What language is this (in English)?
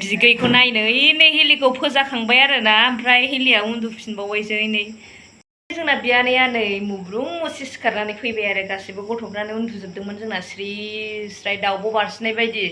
Bodo